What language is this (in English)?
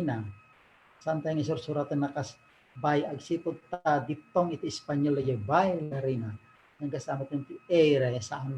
Iloko